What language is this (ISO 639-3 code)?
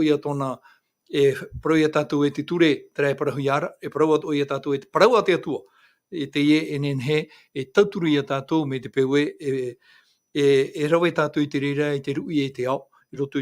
tah